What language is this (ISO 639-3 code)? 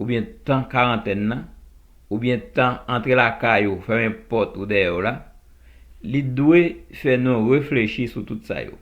hat